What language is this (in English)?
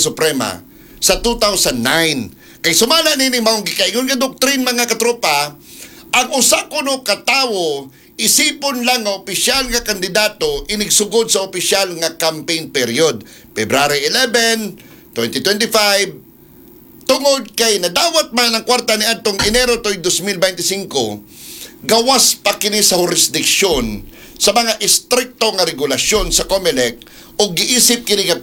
Cebuano